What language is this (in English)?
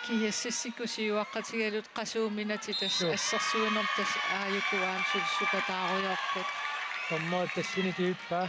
Kalaallisut